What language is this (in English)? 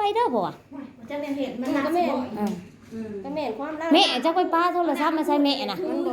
Northeastern Thai